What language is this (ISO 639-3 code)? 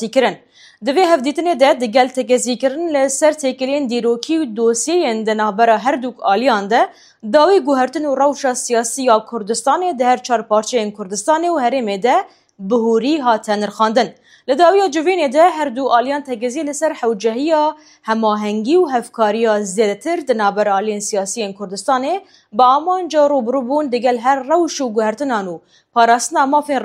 kur